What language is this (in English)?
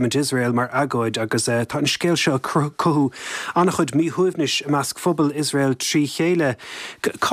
Irish